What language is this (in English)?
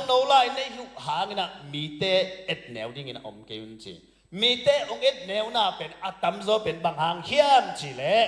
Tedim Chin